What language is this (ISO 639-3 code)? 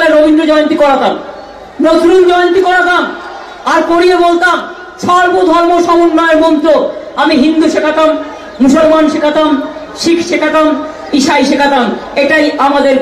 ben